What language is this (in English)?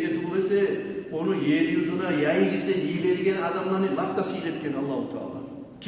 Kumyk